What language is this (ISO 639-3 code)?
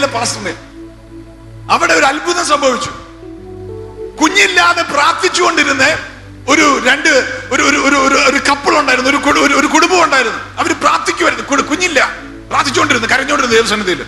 mal